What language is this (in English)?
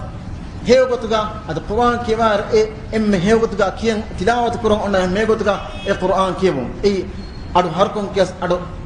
Divehi